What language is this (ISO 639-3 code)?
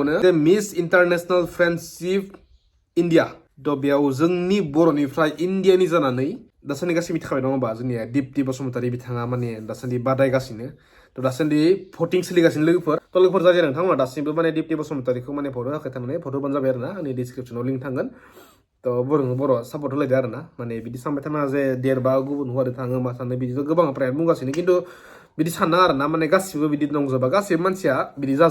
brx